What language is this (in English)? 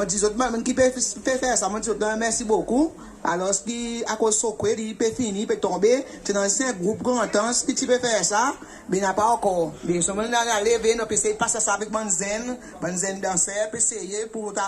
Seselwa Creole French